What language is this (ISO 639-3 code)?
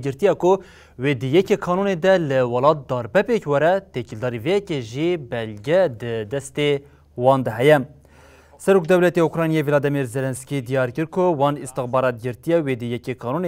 kur